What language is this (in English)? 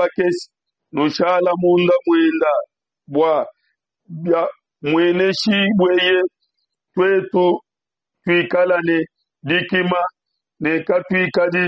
Luba-Lulua